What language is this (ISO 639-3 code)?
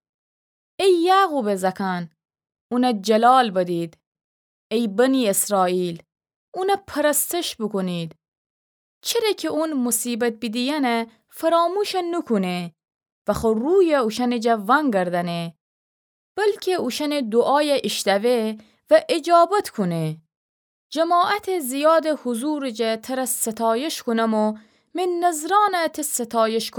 glk